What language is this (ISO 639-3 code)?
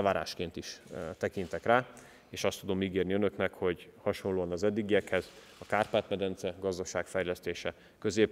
hun